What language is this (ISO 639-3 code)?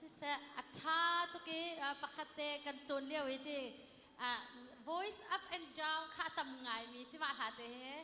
cnh